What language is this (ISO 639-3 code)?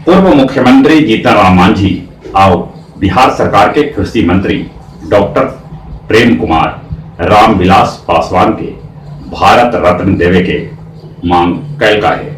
mag